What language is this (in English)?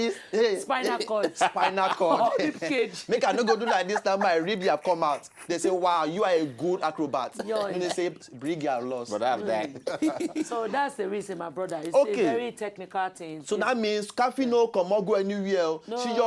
Nigerian Pidgin